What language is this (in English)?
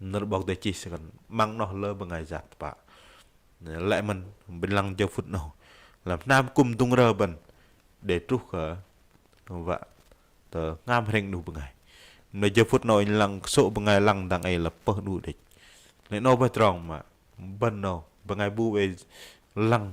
Bahnar